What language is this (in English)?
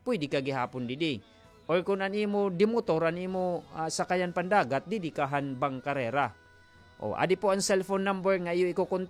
Waray